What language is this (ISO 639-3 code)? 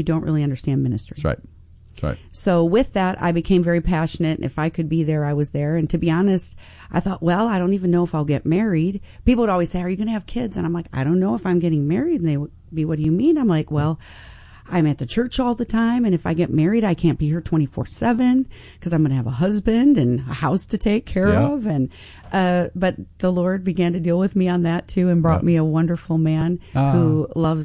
eng